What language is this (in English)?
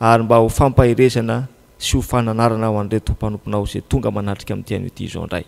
Malagasy